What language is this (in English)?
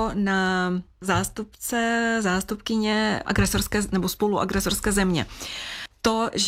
Czech